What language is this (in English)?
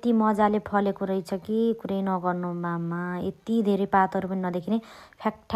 Nepali